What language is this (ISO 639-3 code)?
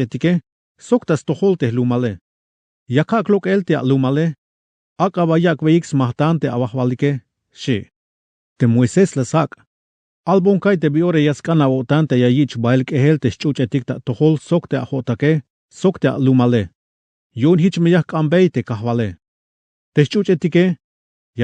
tzh